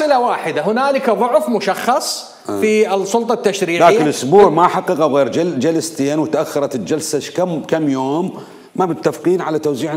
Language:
Mesopotamian Arabic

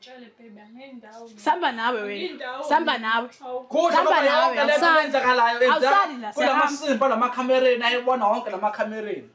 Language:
Zulu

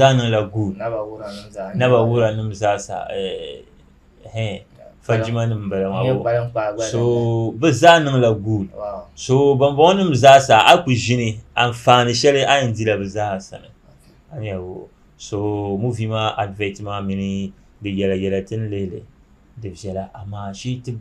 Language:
Dagbani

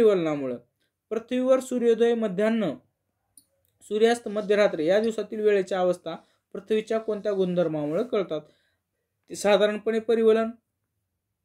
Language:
Marathi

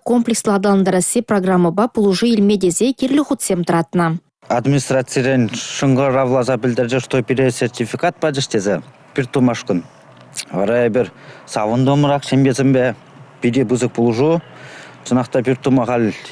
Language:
Chuvash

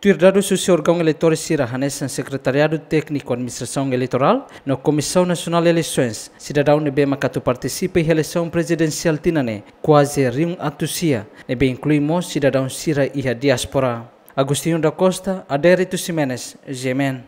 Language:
Tetum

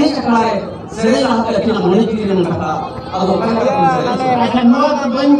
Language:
Santali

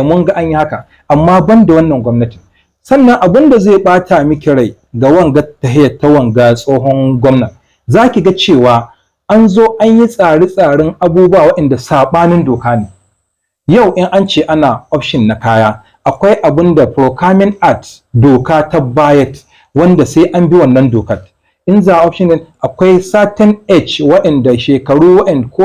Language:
Hausa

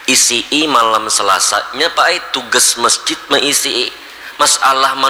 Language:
Banjar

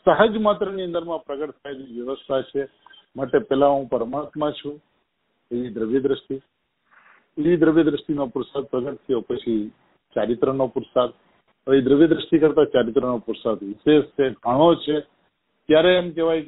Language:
Gujarati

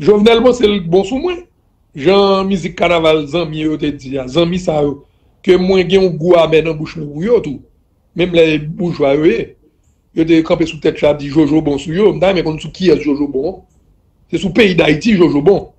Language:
Haitian Creole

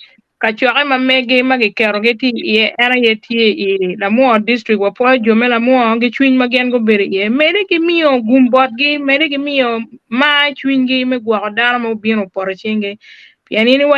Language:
Acoli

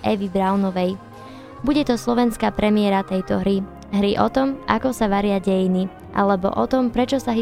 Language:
Slovak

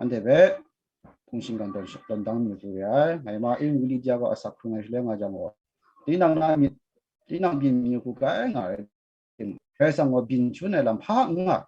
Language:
Kachin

